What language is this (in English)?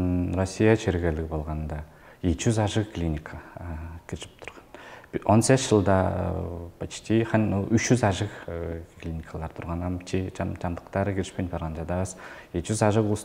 Tuvinian